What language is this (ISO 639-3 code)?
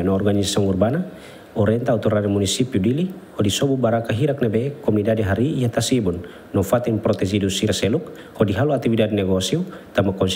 tet